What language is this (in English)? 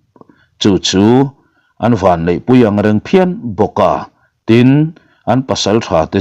Mizo